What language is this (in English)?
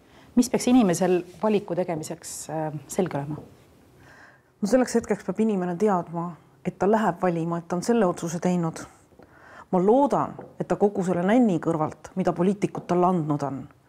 Estonian